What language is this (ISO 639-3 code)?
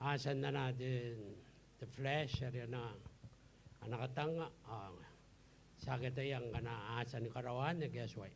gil